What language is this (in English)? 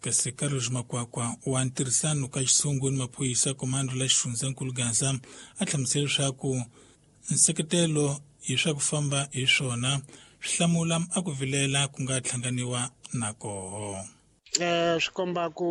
Tsonga